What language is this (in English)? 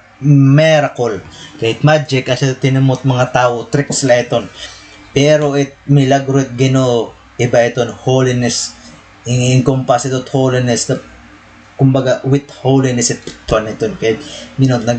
Waray